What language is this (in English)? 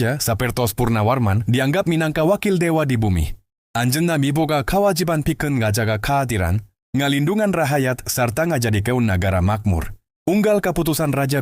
Sundanese